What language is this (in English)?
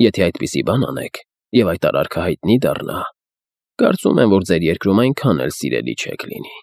Armenian